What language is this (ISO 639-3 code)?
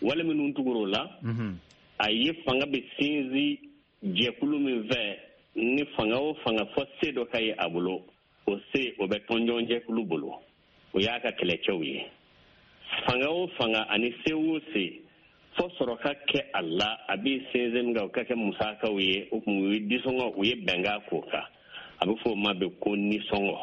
bam